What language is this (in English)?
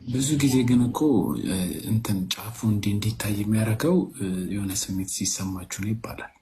Amharic